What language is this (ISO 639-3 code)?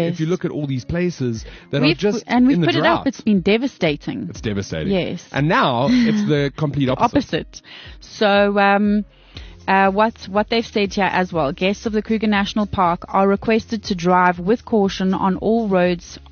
eng